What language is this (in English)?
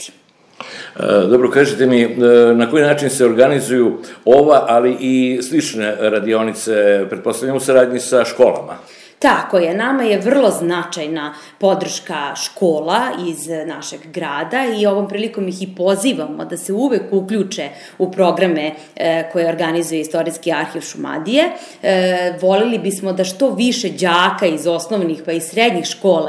Serbian